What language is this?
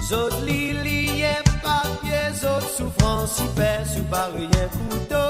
Seselwa Creole French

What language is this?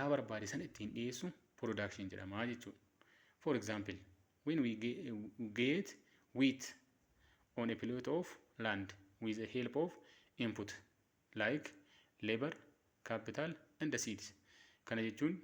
Oromo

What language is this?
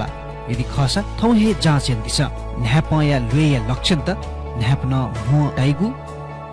Newari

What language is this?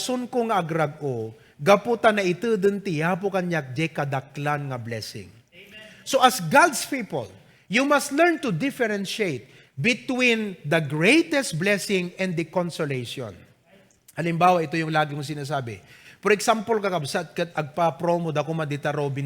Iloko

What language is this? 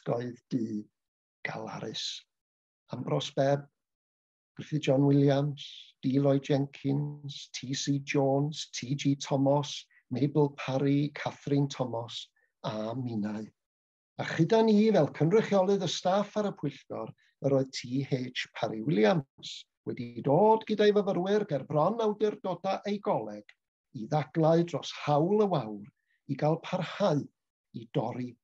Welsh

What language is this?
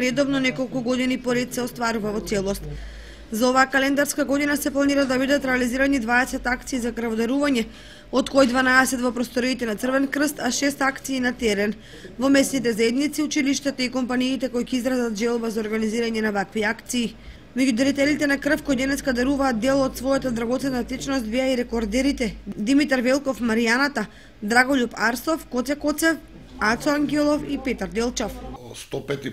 Macedonian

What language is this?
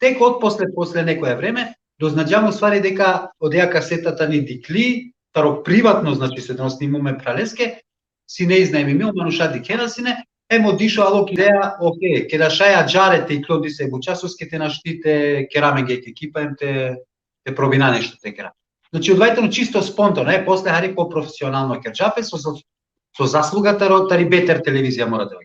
Balkan Romani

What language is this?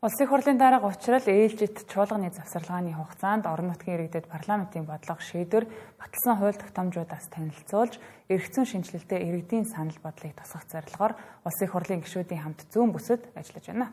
Mongolian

